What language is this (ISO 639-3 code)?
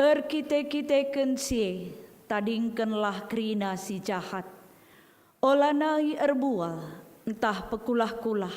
btx